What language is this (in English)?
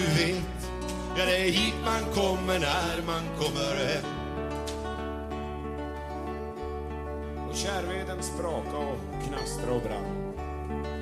Swedish